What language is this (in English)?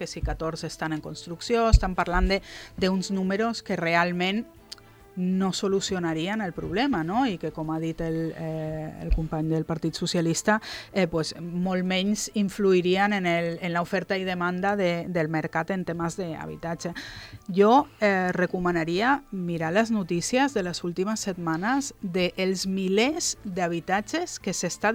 Catalan